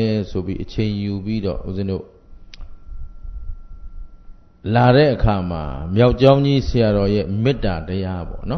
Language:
Burmese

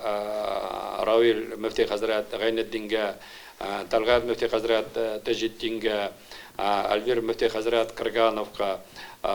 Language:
Tatar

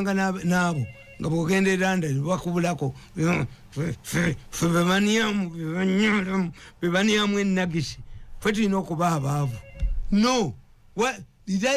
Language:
Ganda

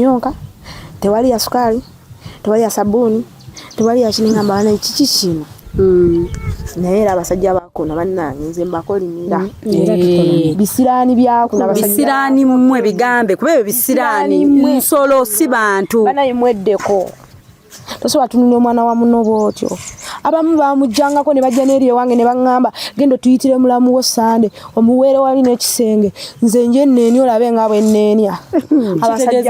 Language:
Ganda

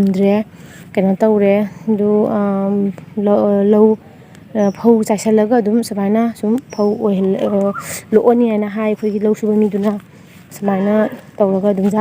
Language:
Manipuri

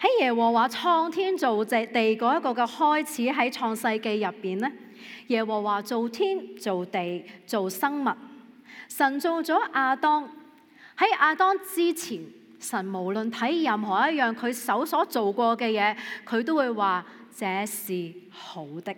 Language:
Cantonese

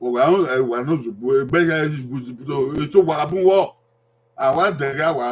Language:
Bini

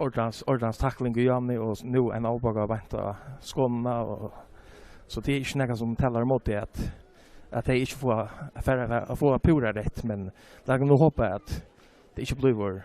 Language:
Faroese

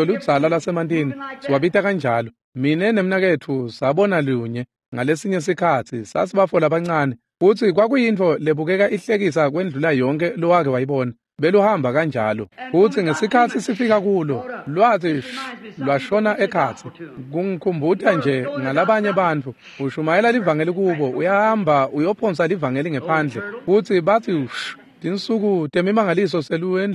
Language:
Swati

